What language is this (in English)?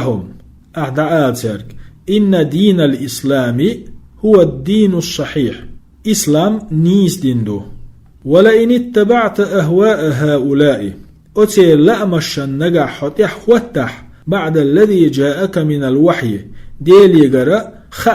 Chechen